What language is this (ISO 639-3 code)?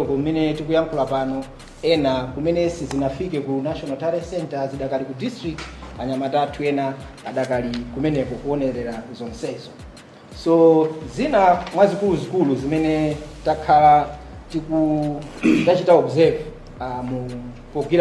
nya